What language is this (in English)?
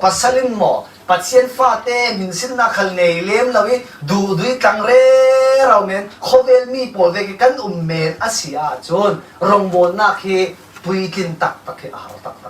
Falam Chin